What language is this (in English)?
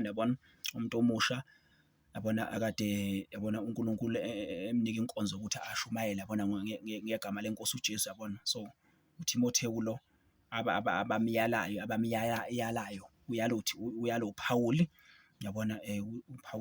Zulu